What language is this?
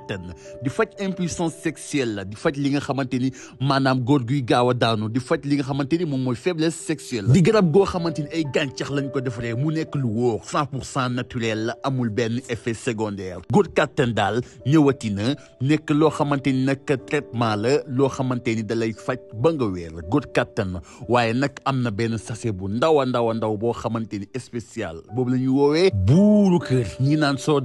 Wolof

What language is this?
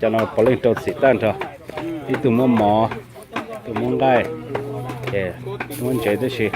Hmong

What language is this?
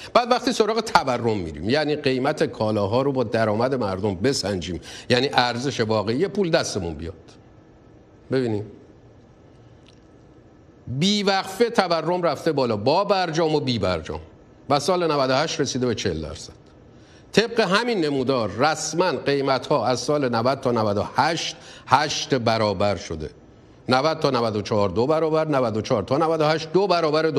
Persian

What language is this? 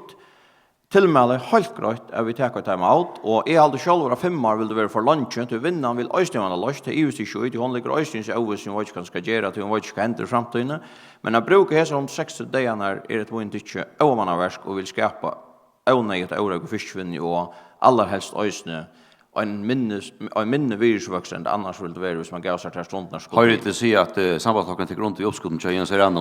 Faroese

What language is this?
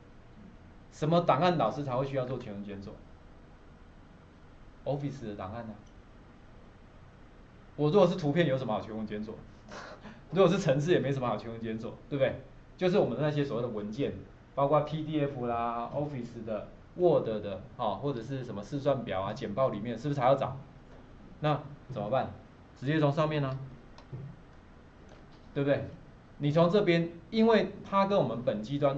Chinese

